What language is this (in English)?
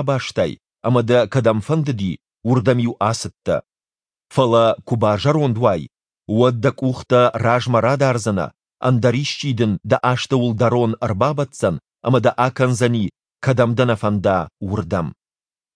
Ossetic